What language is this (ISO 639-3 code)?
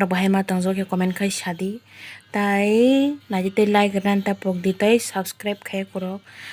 trp